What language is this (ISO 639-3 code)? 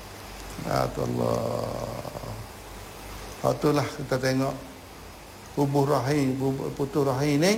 msa